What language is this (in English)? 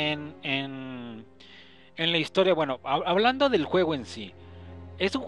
Spanish